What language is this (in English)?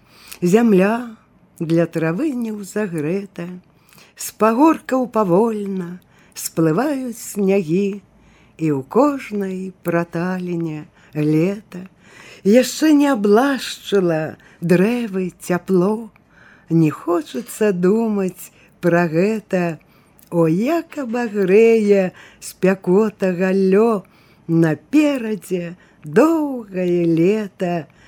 Belarusian